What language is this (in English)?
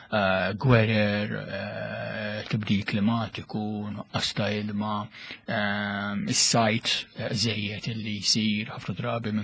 Maltese